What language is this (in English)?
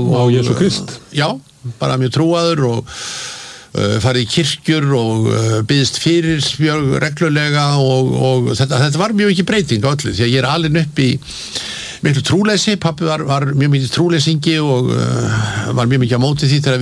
Icelandic